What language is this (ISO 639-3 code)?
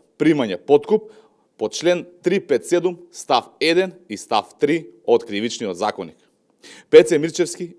mkd